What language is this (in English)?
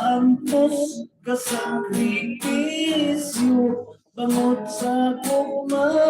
Hiligaynon